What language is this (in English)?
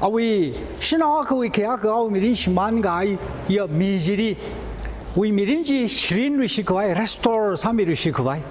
Tangkhul Naga (India)